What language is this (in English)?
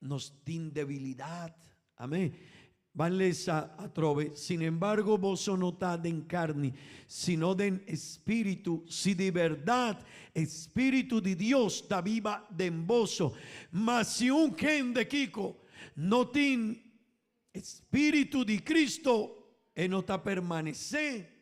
Papiamento